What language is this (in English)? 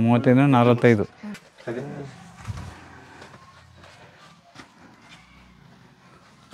Kannada